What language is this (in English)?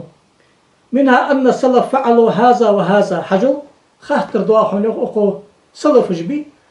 Ingush